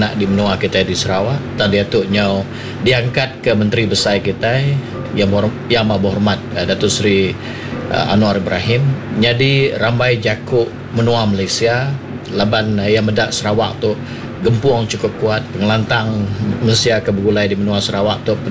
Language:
Iban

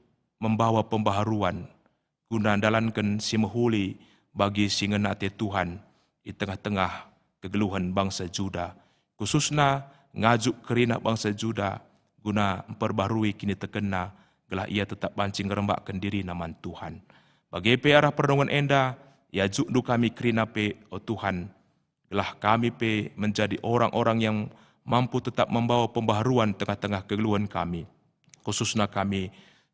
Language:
Batak Karo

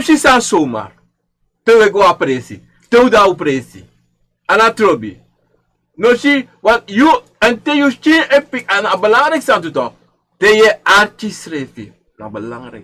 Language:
Sranan Tongo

